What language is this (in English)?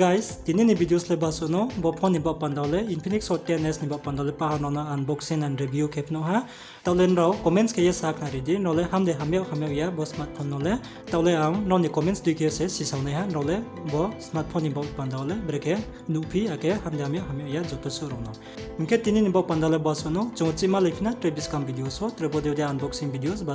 Riang (India)